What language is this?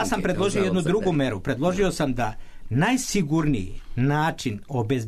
Serbian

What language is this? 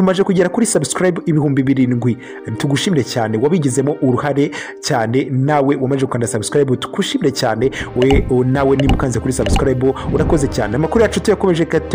Kinyarwanda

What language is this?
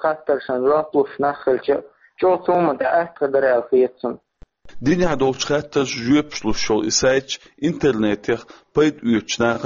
Chechen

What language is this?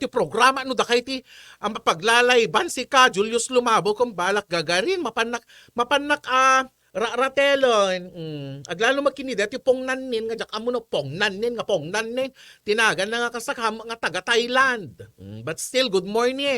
Iloko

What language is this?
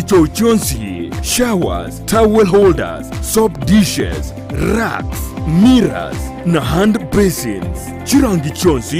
Gusii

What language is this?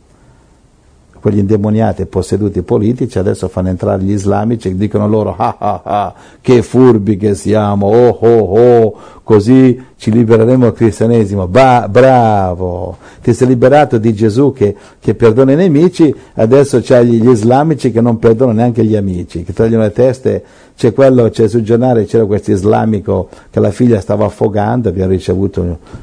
Italian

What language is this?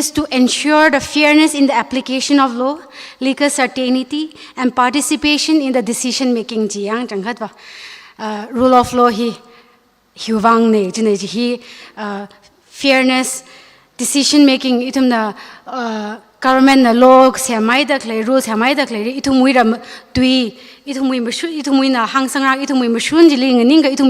Tangkhul Naga (India)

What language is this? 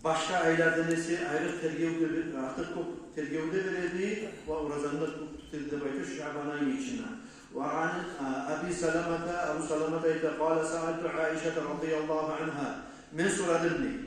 Kumyk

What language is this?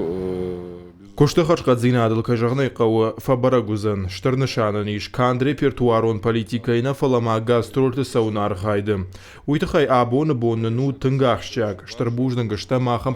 Ossetic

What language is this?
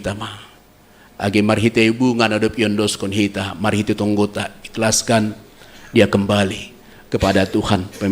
Batak Simalungun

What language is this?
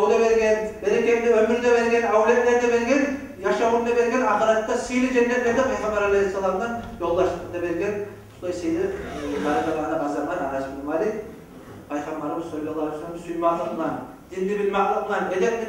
Kumyk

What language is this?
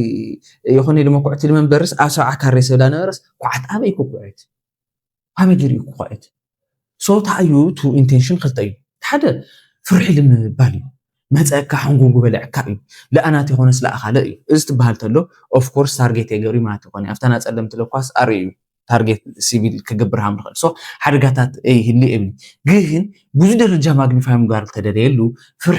Tigrinya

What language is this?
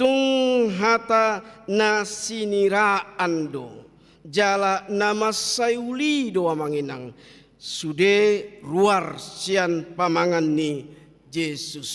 Batak Toba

